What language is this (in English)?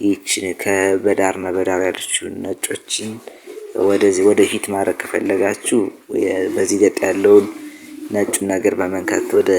Amharic